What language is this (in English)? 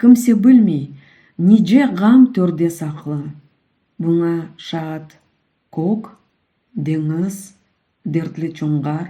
Crimean Tatar